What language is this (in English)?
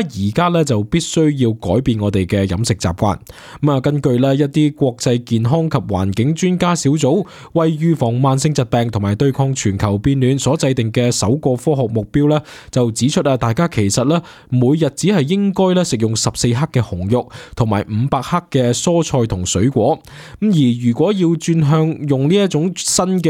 Cantonese